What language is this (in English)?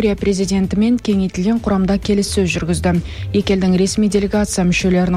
Kazakh